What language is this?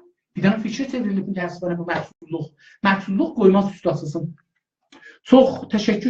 South Azerbaijani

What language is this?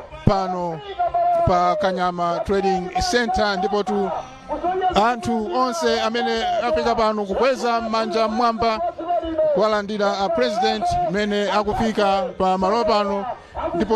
Nyanja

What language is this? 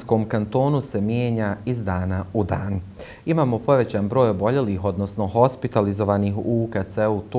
Bosnian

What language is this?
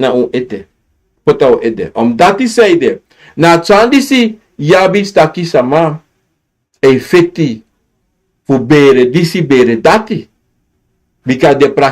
Sranan Tongo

